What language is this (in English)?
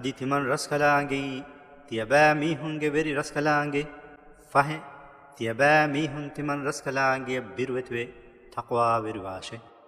Divehi